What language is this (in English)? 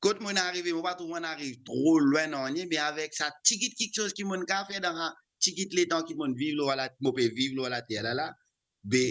Morisyen